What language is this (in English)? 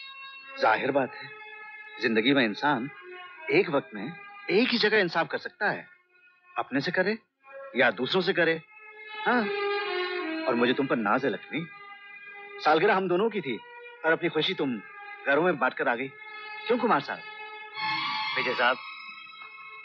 Hindi